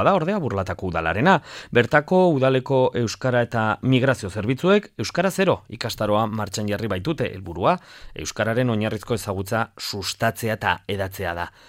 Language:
Basque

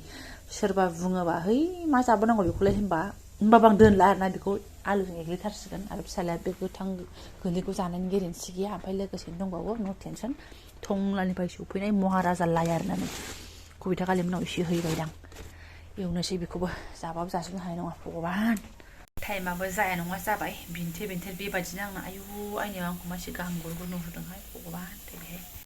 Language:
Bodo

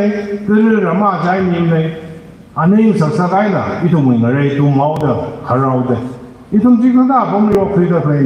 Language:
Tangkhul Naga (India)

